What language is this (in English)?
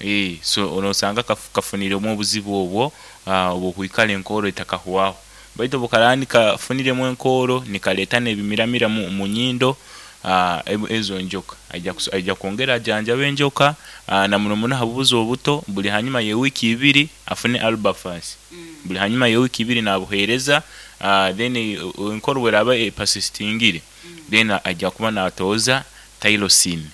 Nyoro